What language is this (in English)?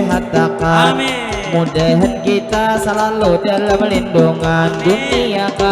Banjar